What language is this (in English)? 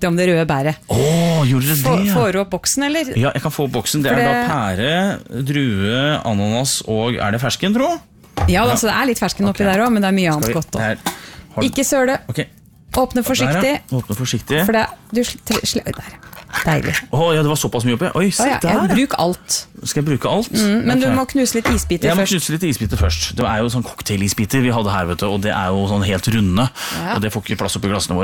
Norwegian